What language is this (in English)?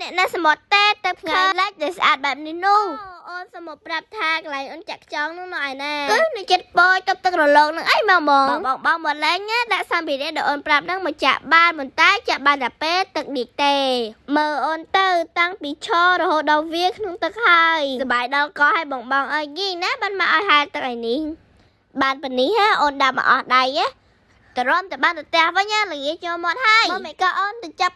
Khmer